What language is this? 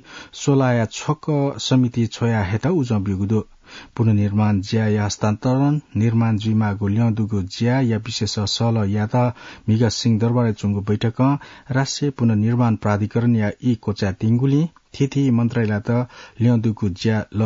Newari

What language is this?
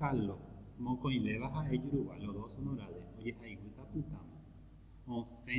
Guarani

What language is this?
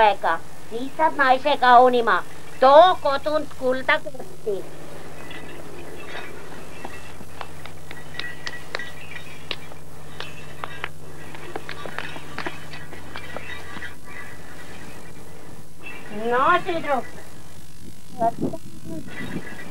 Estonian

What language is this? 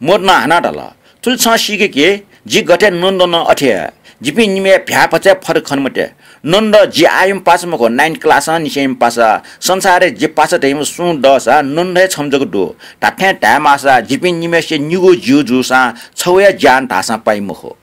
Newari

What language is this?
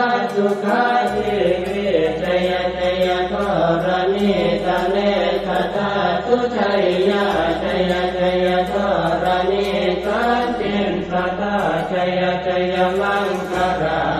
Pali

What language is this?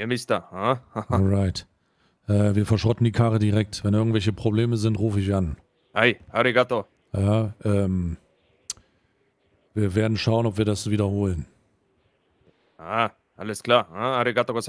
German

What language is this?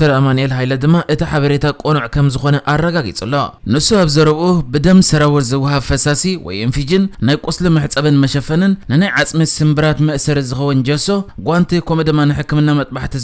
Tigrinya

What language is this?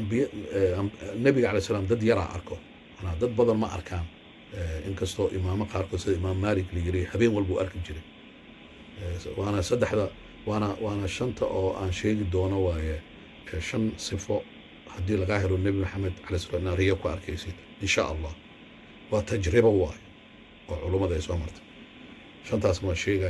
Somali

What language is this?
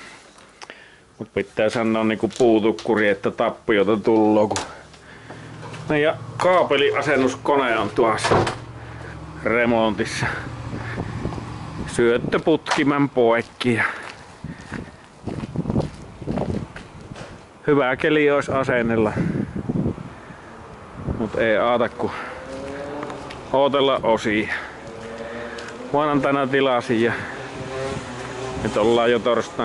Finnish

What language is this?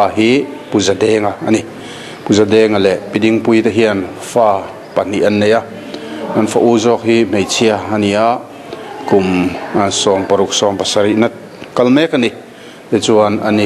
Mizo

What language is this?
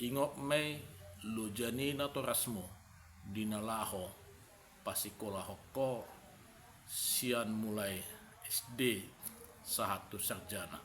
Batak Toba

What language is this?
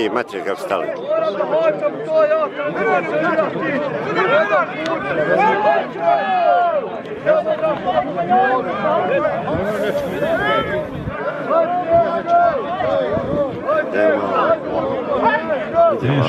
Croatian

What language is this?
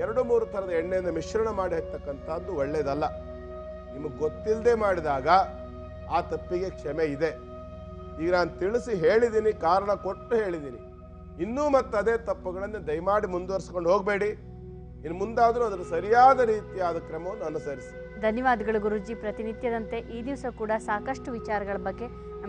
Kannada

